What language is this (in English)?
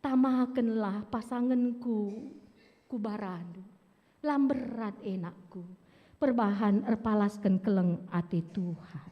Batak Karo